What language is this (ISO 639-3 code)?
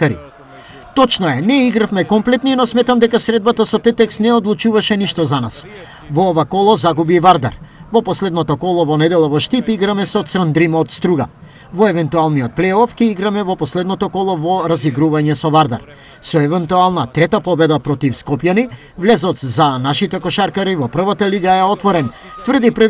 mkd